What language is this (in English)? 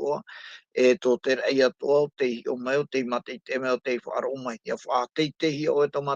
Tahitian